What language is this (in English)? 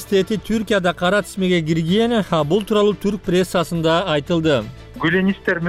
Kyrgyz